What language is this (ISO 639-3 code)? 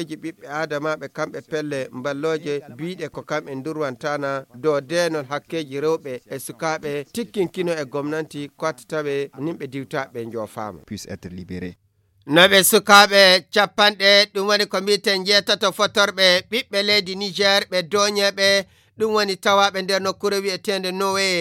ful